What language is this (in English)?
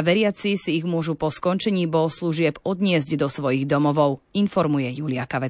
Slovak